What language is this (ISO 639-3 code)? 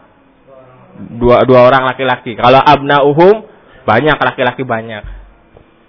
ind